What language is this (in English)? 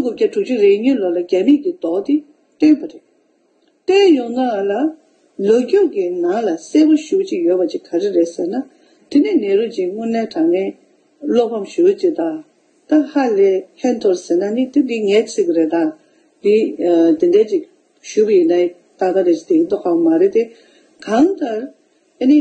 Tibetan